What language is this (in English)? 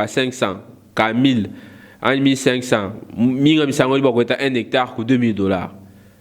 Luba-Lulua